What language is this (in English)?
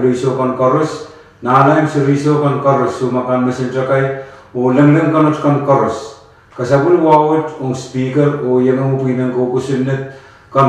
Pohnpeian